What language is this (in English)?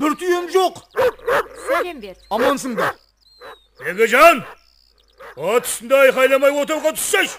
Kara-Kalpak